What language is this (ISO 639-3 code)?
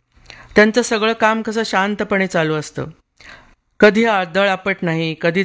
mar